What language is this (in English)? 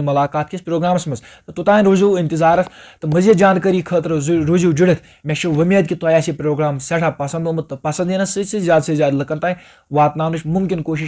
Kashmiri